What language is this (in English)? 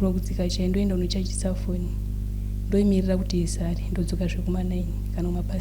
Shona